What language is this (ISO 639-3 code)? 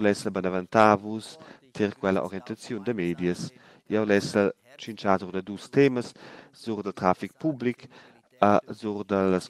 roh